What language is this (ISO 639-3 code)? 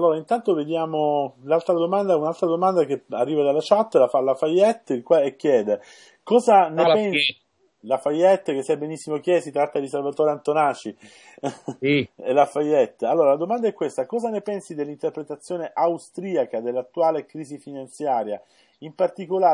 ita